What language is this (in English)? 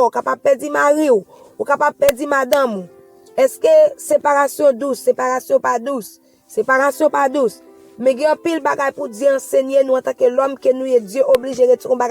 Haitian Creole